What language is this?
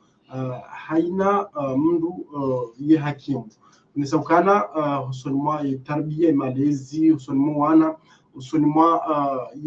Ngazidja Comorian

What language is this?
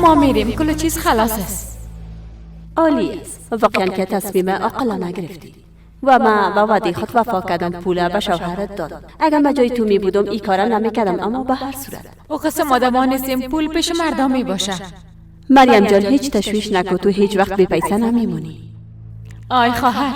Persian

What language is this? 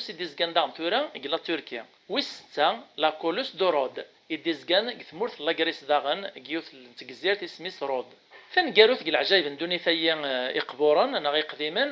Kabyle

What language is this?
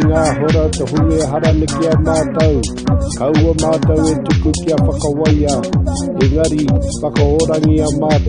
Māori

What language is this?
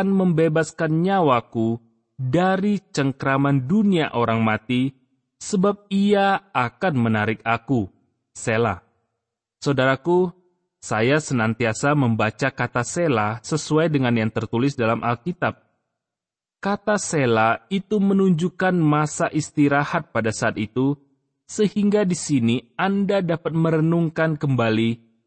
Indonesian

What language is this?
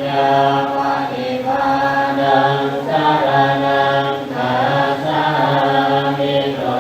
Pali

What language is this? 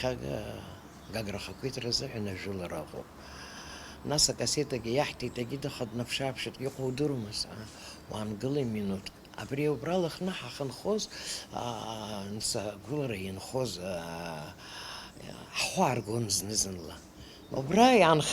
Abkhazian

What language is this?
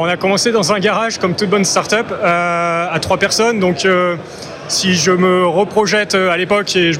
French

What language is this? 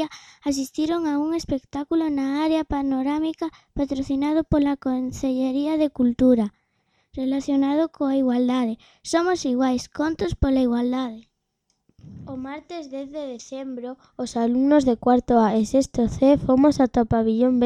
Galician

